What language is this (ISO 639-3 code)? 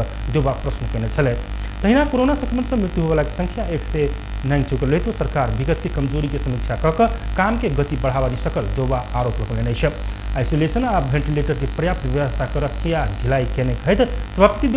mai